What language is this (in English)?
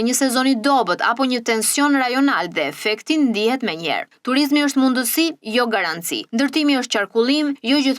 Albanian